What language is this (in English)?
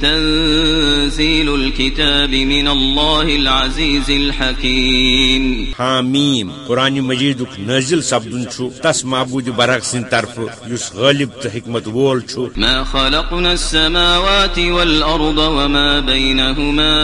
Kashmiri